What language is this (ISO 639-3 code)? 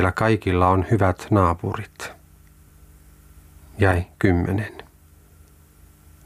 fin